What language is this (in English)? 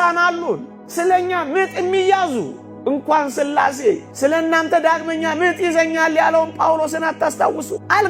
Amharic